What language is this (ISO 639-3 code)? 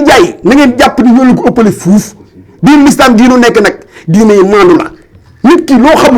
wol